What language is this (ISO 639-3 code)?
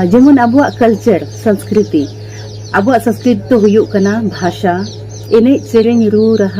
sat